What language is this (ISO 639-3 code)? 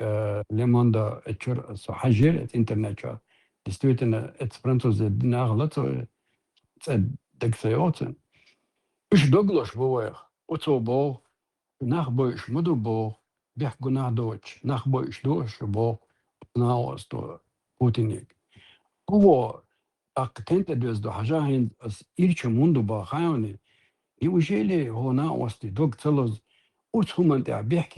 che